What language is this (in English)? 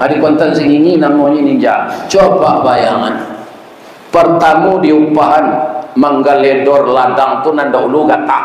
Minangkabau